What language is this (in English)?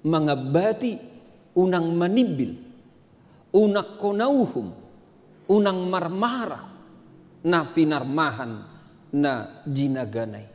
Batak Toba